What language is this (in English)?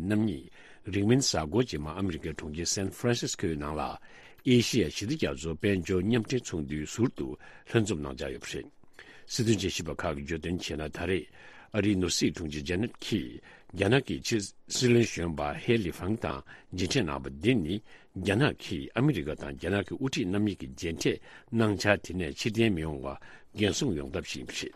Tibetan